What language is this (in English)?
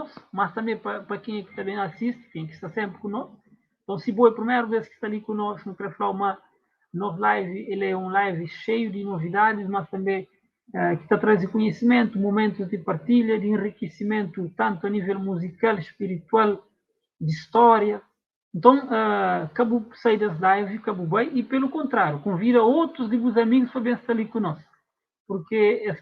Kabuverdianu